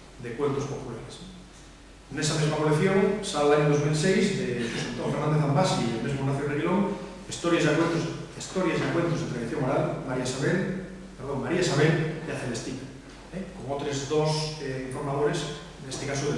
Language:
Asturian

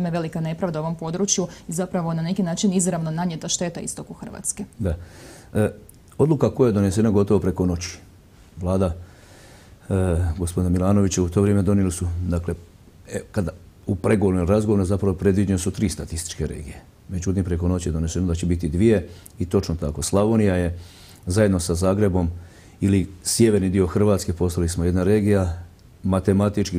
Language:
Croatian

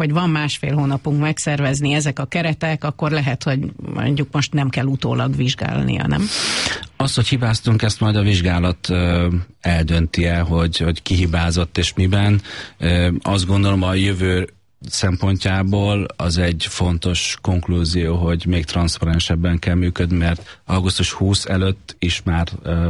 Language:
Hungarian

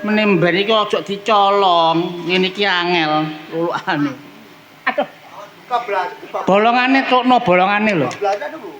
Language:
Javanese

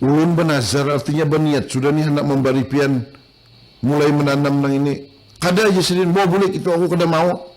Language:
Banjar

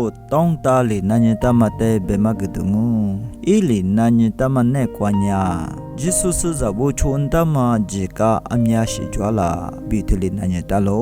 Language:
Lisu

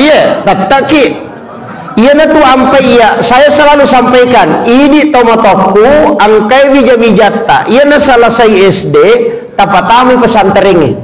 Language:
Buginese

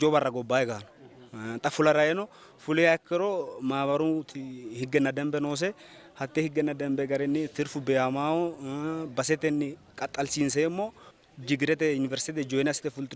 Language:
Sidamo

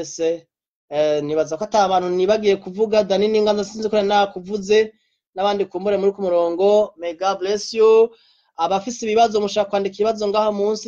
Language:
Rundi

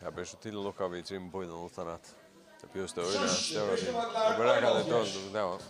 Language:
Faroese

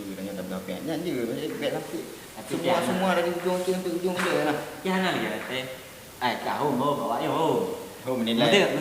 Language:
Achinese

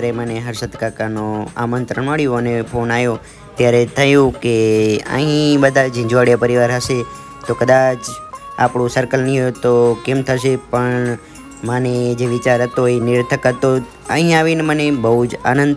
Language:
Gujarati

